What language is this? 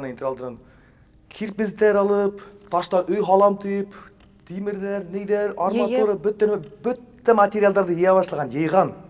Bashkir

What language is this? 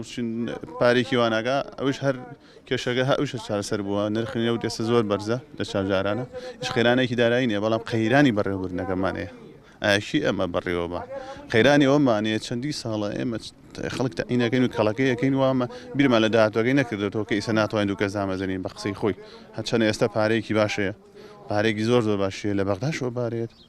Central Kurdish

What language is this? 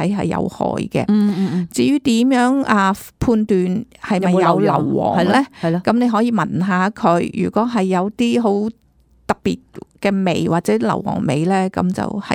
Cantonese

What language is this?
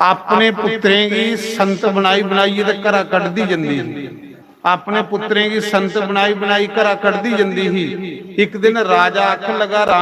Dogri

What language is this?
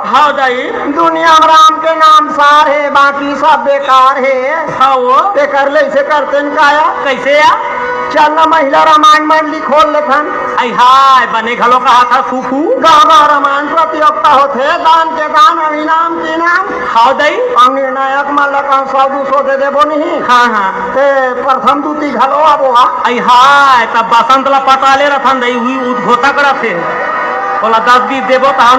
Chhattisgarhi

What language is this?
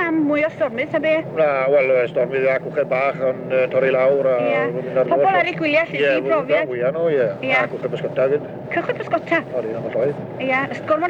Welsh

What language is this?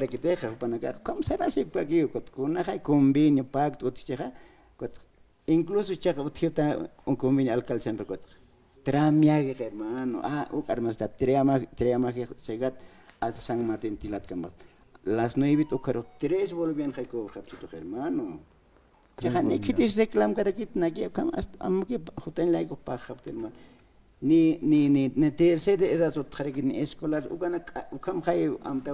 Aymara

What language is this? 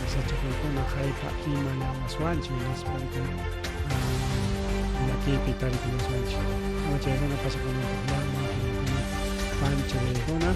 Ayacucho Quechua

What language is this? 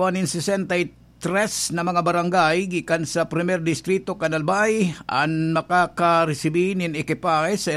Bikol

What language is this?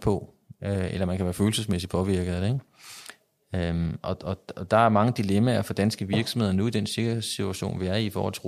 Danish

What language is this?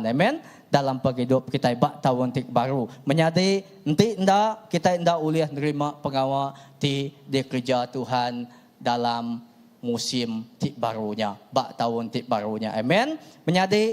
Iban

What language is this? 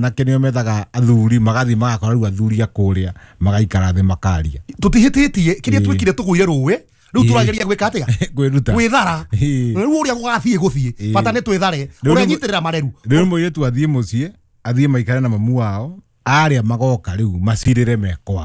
Kikuyu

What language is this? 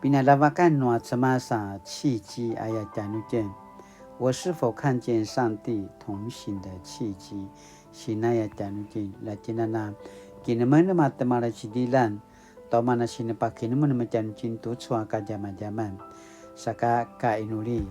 Paiwan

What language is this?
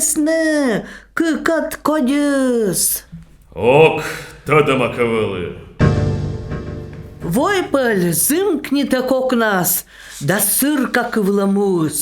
Komi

